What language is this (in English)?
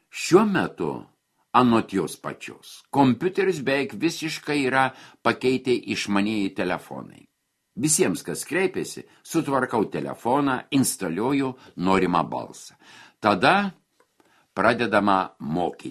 Lithuanian